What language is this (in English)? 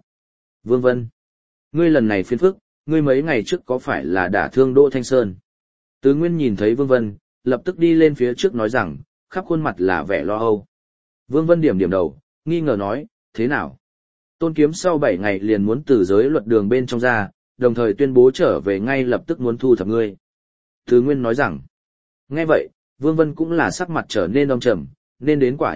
Vietnamese